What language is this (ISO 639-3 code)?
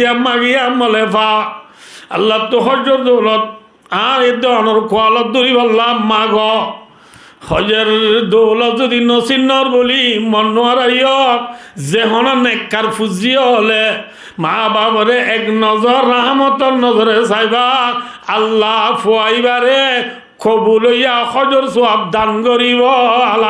rhg